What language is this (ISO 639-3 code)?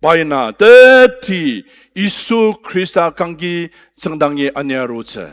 njo